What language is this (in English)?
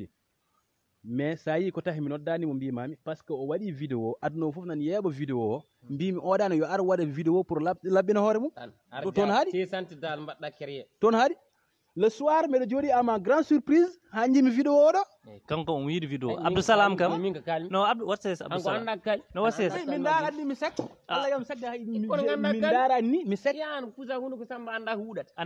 Fula